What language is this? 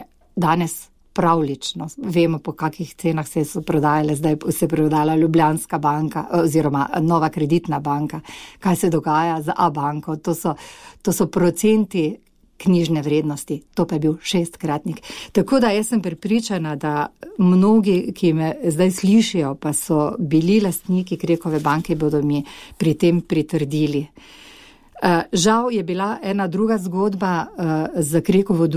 Slovenian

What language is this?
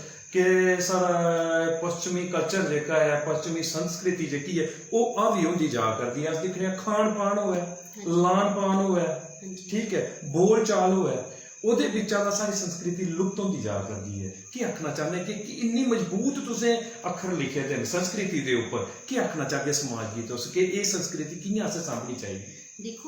Dogri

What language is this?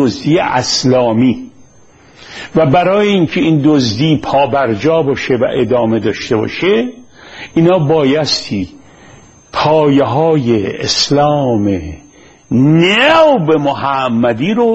Persian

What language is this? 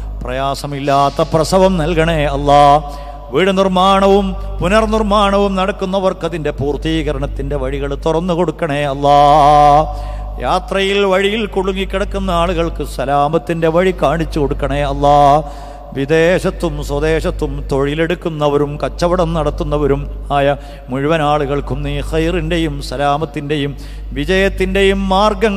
Malayalam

